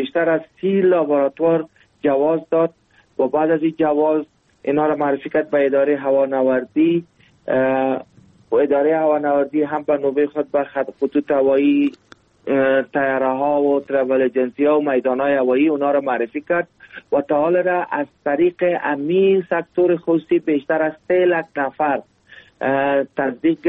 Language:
Persian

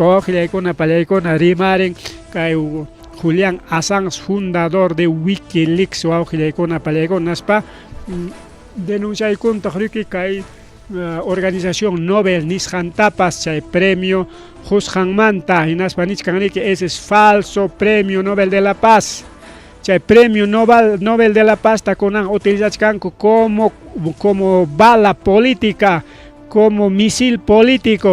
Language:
Ayacucho Quechua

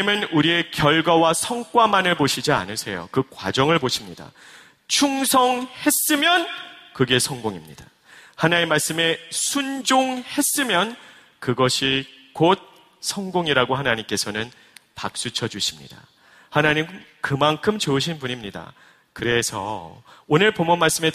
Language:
Korean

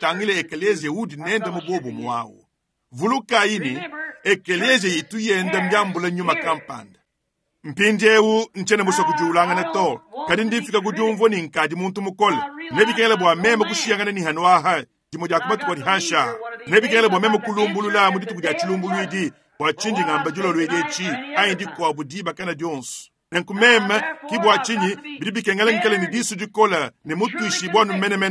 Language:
Luba-Lulua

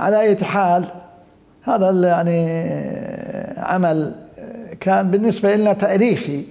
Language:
Mesopotamian Arabic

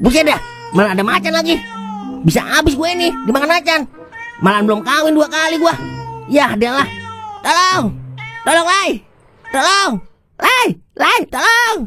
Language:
Betawi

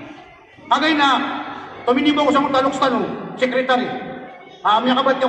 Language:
Maranao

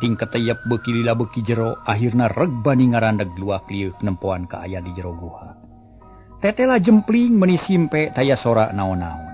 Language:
Sundanese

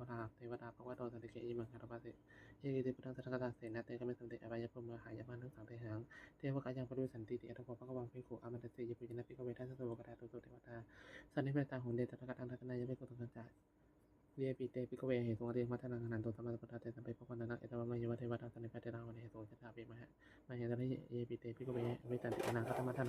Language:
Pali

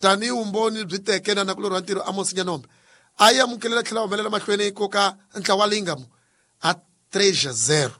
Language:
Tsonga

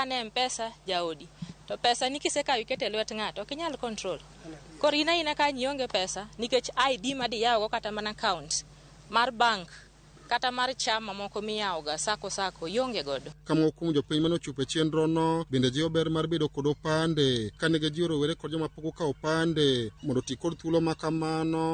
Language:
Luo (Kenya and Tanzania)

